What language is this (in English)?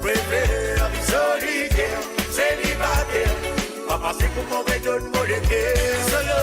Morisyen